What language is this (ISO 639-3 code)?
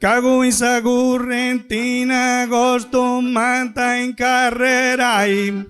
srd